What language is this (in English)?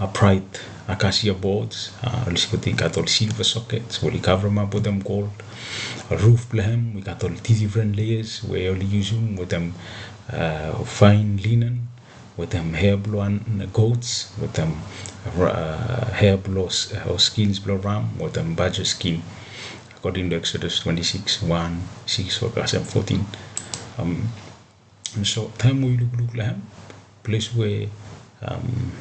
Bislama